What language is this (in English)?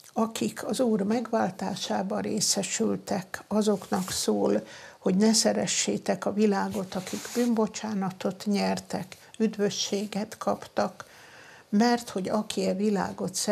Hungarian